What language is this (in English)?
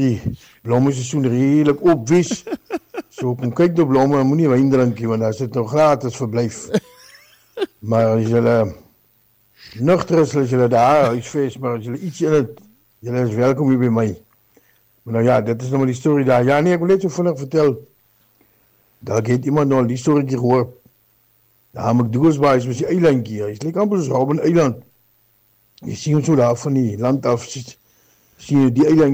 Afrikaans